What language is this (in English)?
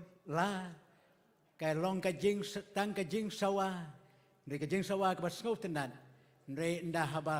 Khasi